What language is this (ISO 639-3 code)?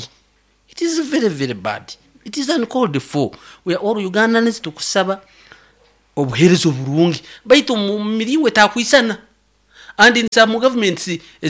nyo